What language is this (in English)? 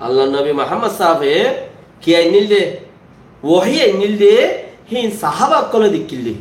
Rohingya